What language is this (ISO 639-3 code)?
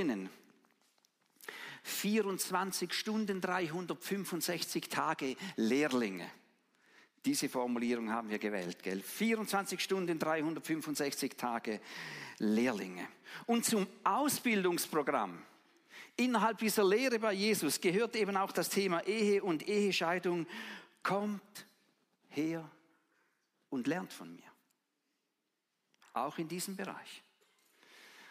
deu